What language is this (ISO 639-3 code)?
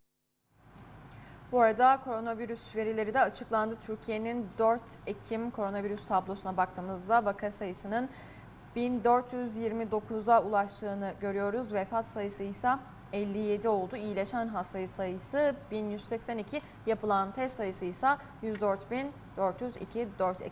tur